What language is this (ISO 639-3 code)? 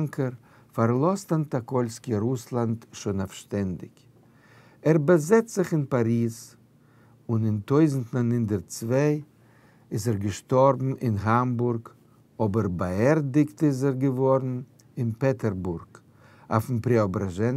yid